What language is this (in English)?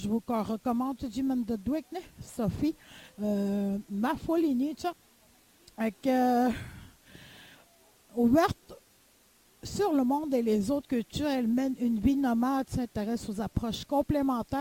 French